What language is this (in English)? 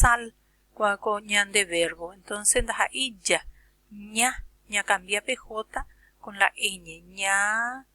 Guarani